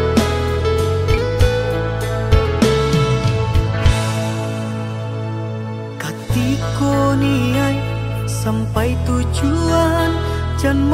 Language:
Minangkabau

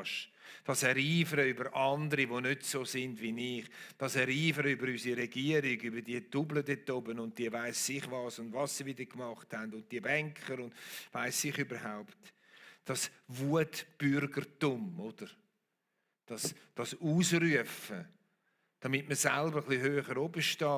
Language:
Swiss German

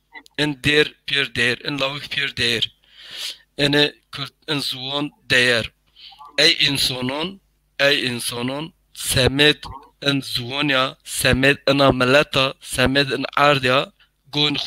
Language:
Zaza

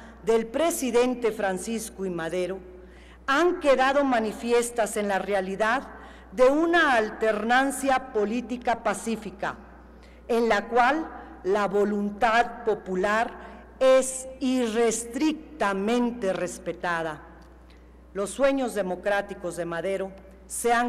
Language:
Spanish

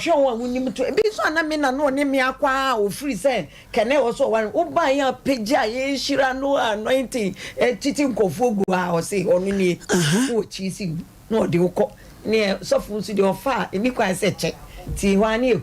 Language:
Akan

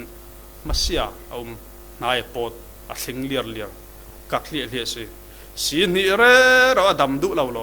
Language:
Falam Chin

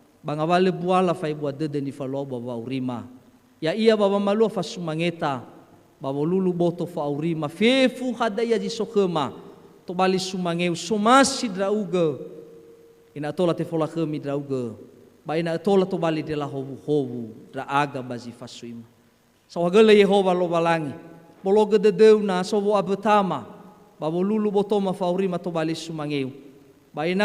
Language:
Nias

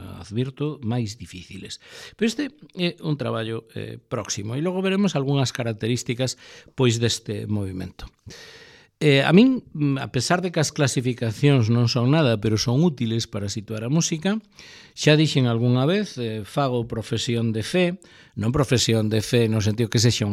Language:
Galician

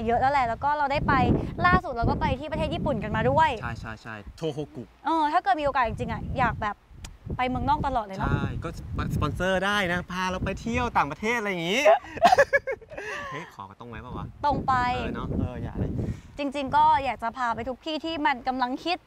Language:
Thai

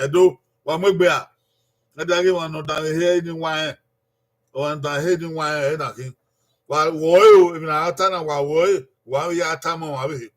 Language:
Bini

